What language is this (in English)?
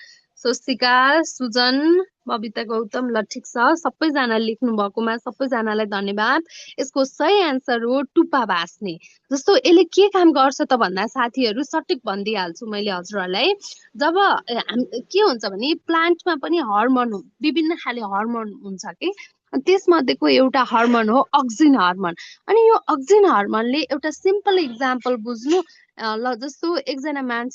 Nepali